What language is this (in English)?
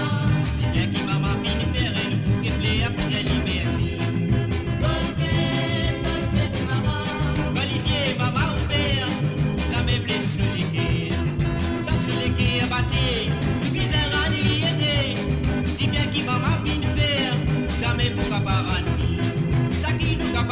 Morisyen